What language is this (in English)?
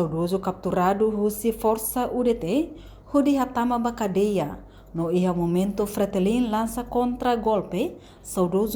Tetum